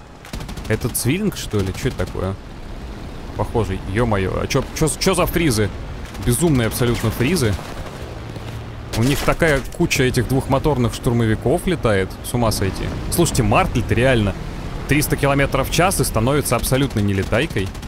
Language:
Russian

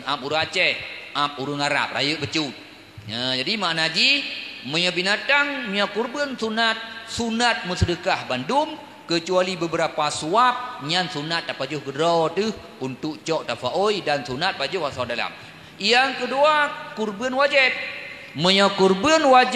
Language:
Achinese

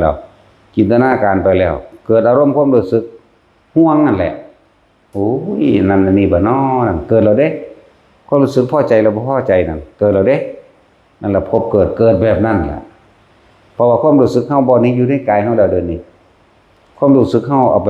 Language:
Northeastern Thai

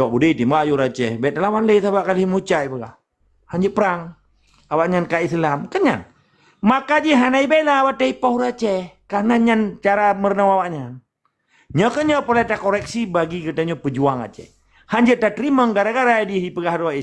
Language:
Achinese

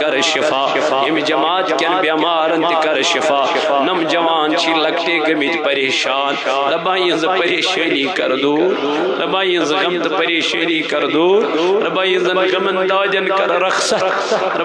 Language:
Kashmiri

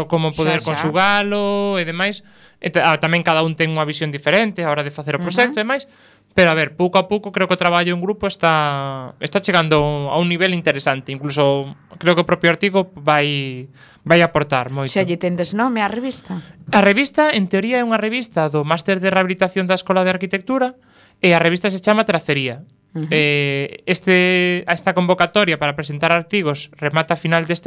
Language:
Galician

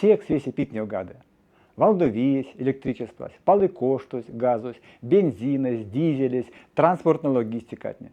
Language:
Erzya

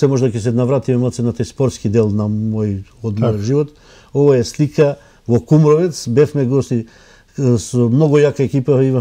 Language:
Macedonian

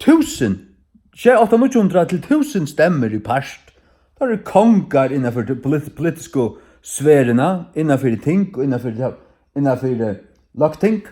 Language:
Faroese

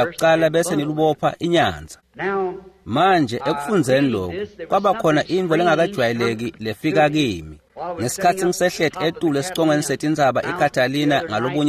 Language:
Swati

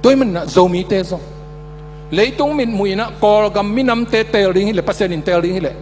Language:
Tedim Chin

